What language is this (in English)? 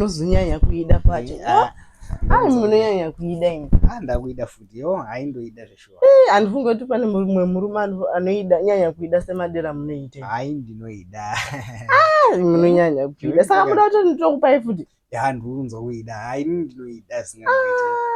Shona